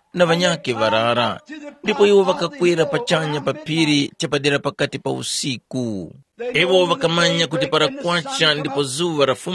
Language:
Tumbuka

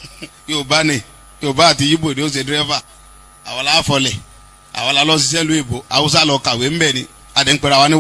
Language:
Yoruba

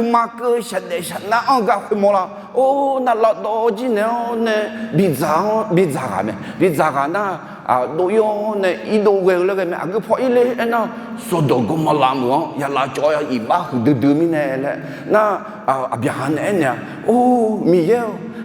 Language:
Akha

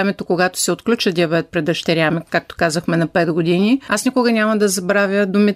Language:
Bulgarian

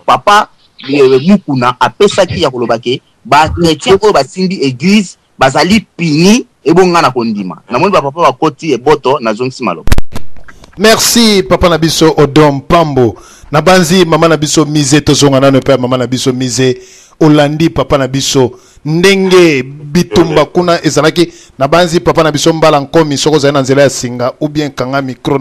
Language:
Lingala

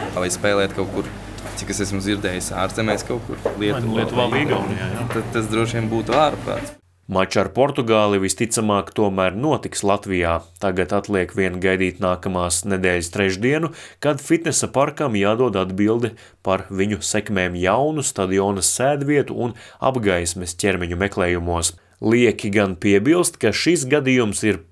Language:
Latvian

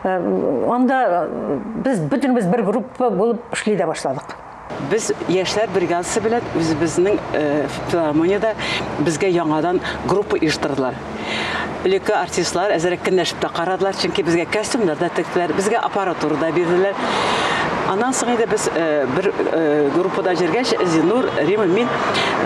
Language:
Tatar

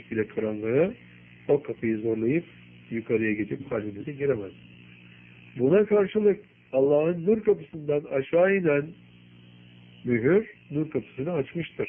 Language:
Turkish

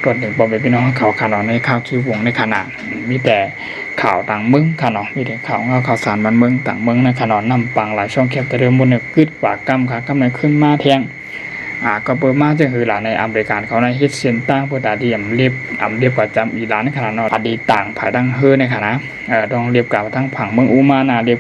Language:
Shan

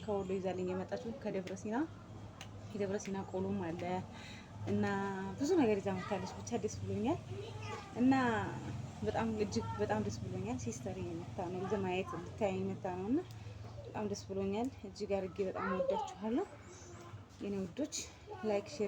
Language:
Amharic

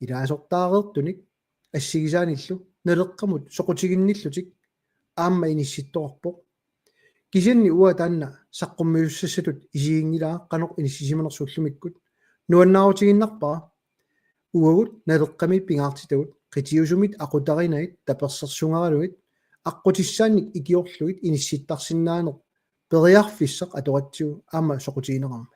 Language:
Kalaallisut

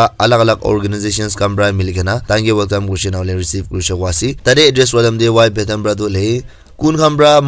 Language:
Naga Pidgin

